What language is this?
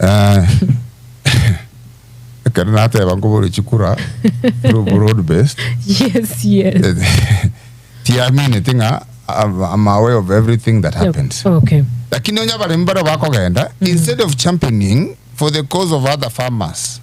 Gusii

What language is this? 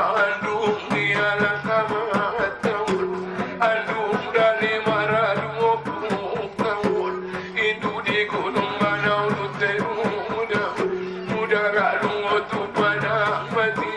Batak Angkola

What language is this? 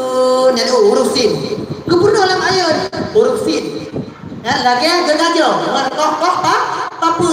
Achinese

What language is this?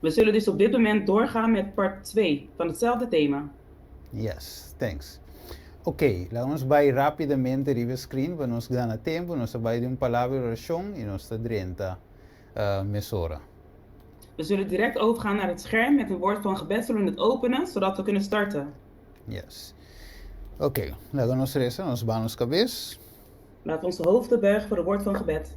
Papiamento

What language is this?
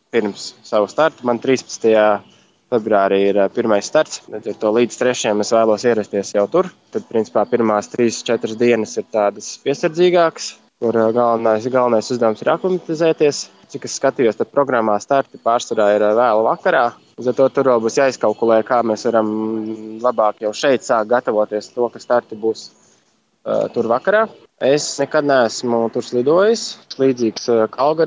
Latvian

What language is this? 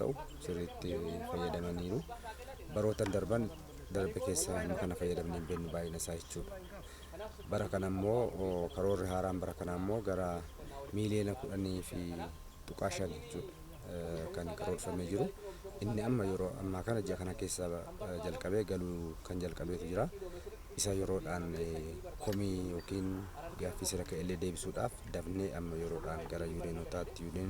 Oromo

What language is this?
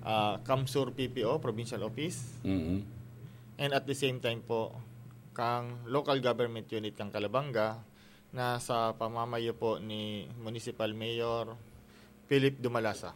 Bikol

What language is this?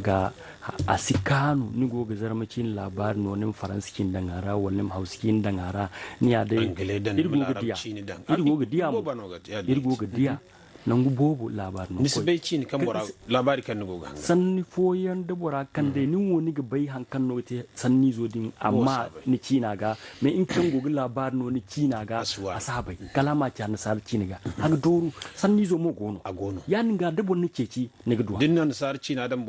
Zarma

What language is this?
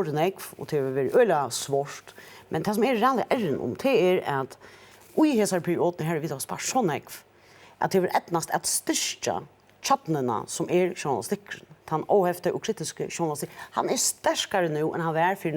Faroese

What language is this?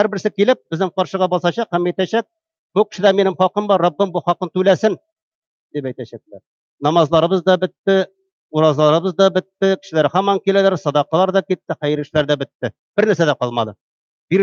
Tatar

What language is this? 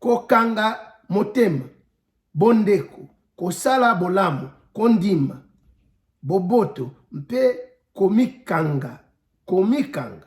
Lingala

